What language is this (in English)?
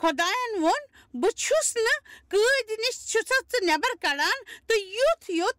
Kashmiri